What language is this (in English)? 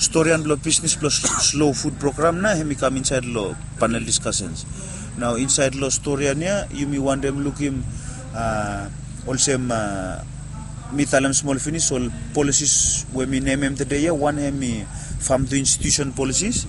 Bislama